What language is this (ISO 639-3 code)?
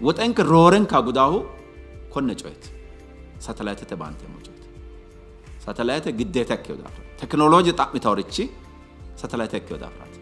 sid